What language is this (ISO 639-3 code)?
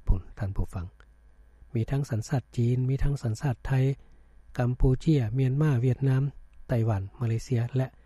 lao